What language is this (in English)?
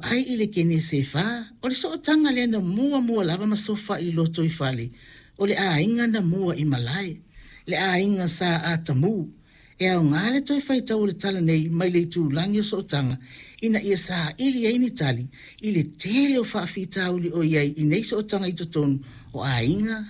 Samoan